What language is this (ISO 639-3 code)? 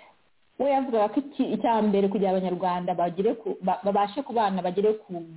kin